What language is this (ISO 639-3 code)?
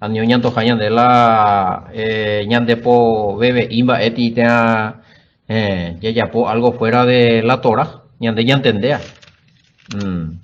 grn